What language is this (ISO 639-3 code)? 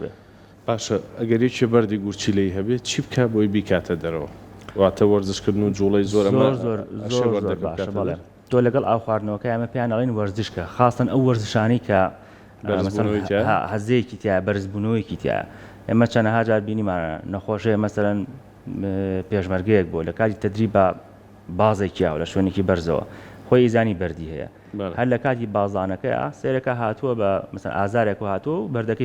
ckb